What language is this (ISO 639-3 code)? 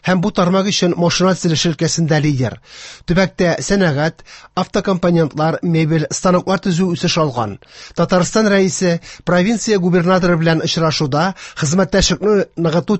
tat